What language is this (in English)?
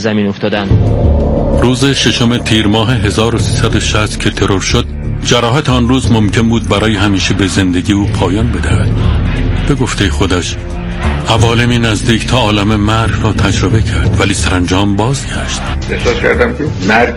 Persian